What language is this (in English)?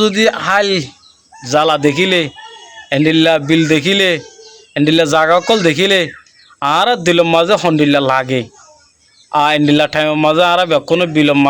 Rohingya